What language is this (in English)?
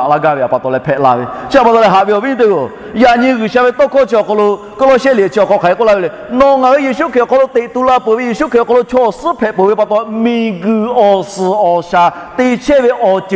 Lahu